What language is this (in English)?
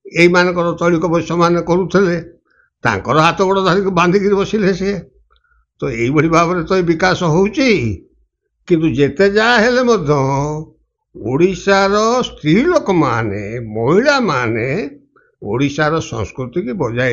Odia